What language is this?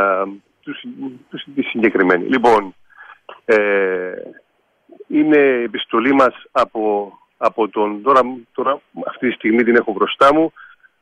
Greek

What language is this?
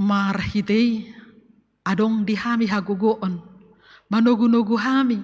Batak Toba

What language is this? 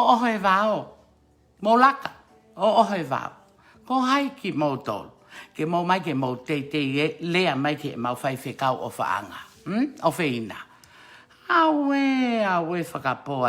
Tongan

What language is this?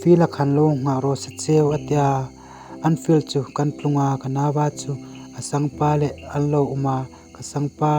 Hmar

